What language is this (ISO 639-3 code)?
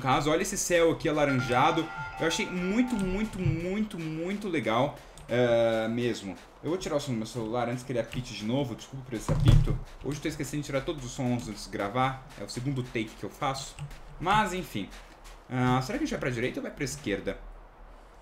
por